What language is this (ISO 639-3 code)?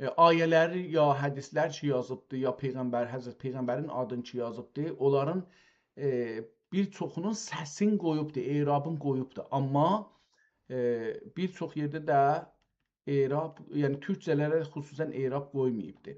azb